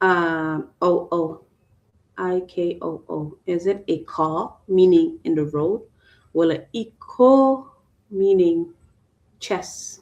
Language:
Acoli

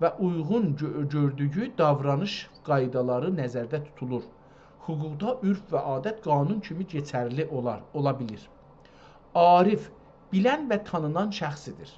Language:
South Azerbaijani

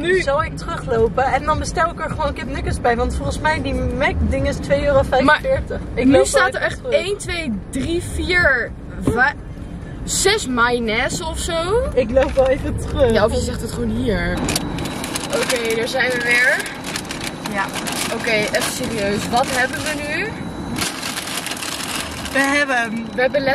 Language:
Dutch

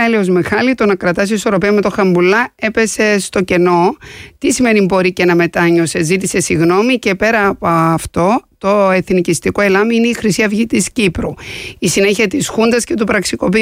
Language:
Greek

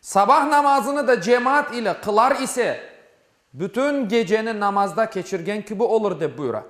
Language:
Crimean Tatar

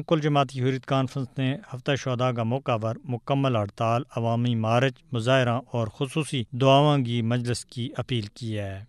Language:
Gujari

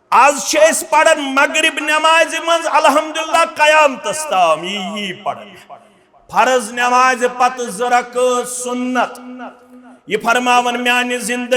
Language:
Kashmiri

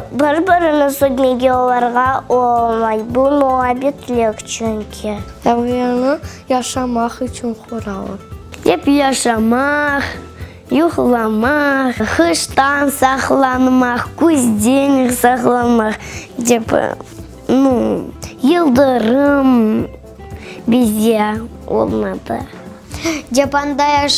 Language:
Crimean Tatar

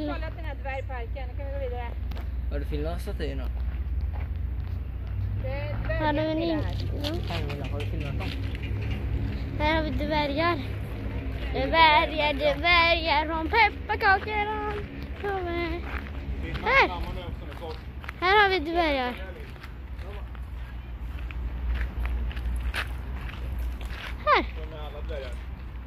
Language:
Swedish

